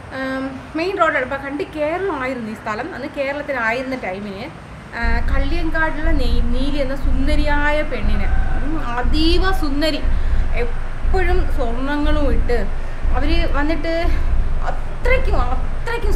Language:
Malayalam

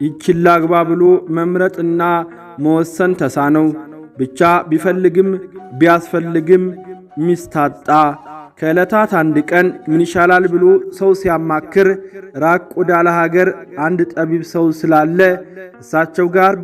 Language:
Amharic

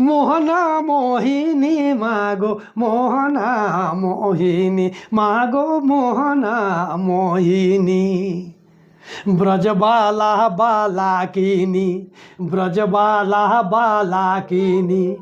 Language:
Sadri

